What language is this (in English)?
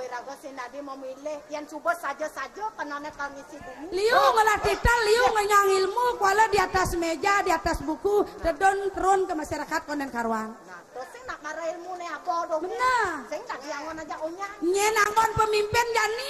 Balinese